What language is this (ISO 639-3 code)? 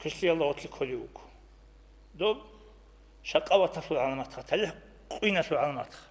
ava